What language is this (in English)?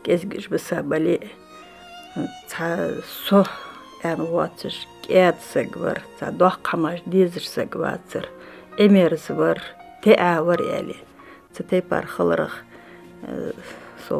Ingush